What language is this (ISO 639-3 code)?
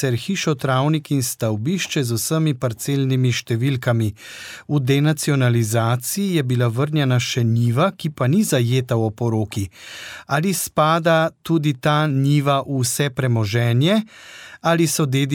slv